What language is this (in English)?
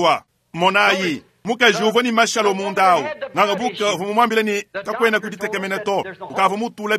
Luba-Lulua